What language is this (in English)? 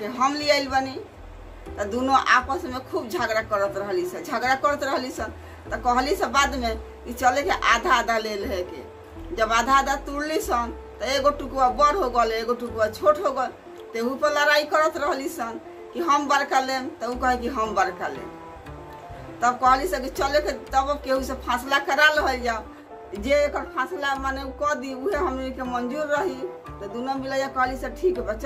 Bhojpuri